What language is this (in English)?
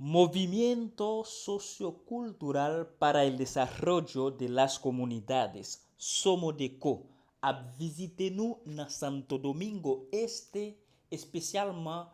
Haitian Creole